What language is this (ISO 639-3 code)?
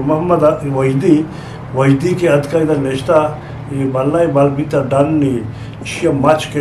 bgp